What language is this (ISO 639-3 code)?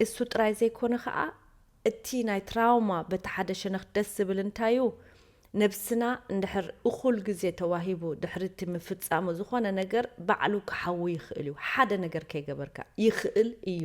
tir